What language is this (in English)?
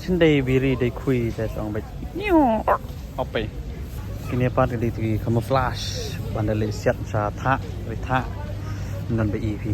Khasi